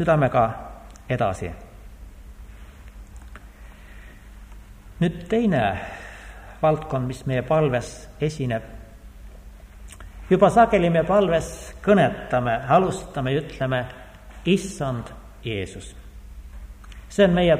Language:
Estonian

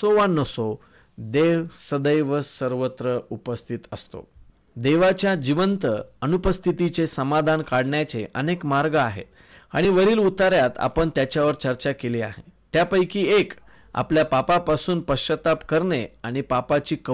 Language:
Marathi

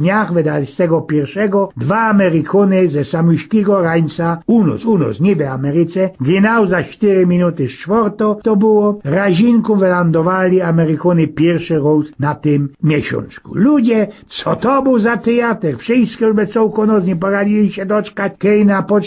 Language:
Silesian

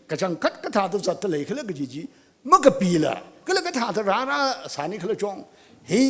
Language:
Tangkhul Naga (India)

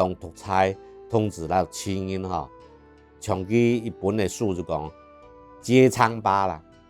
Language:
Hakka Chinese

